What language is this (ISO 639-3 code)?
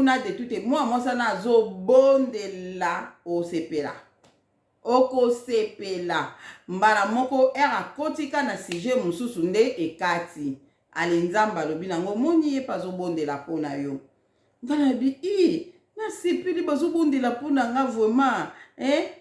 lin